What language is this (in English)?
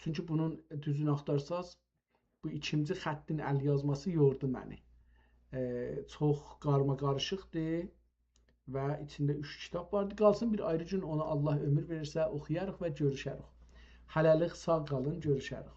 South Azerbaijani